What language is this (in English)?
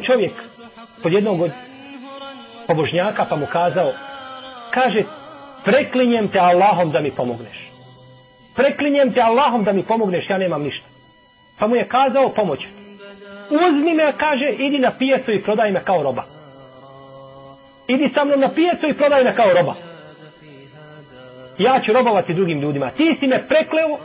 Bosnian